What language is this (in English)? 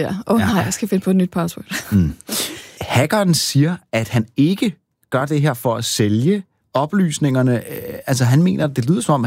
Danish